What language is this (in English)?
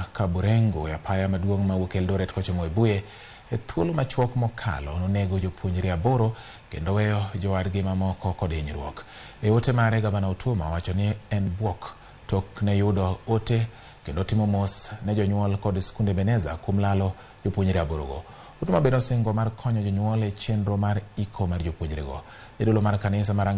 Luo (Kenya and Tanzania)